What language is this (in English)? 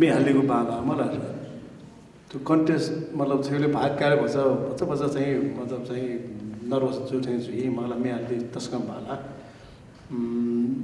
Newari